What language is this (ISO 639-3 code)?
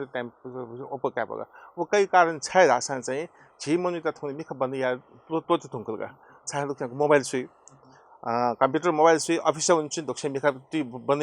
new